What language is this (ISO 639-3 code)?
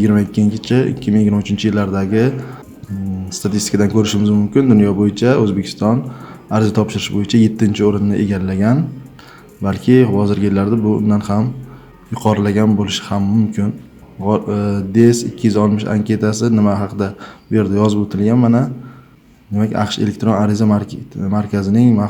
uzb